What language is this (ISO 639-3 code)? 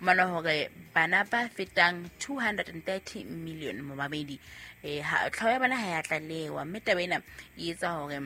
sot